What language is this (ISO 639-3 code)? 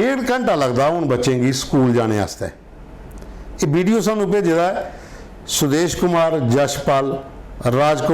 doi